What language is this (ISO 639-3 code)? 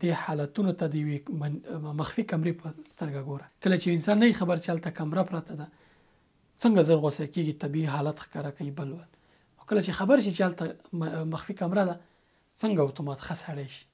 pus